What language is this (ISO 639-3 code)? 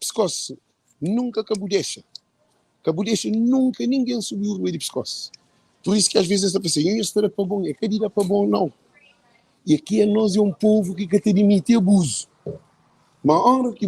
kea